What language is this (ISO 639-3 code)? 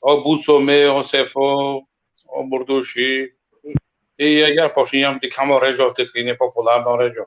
rmn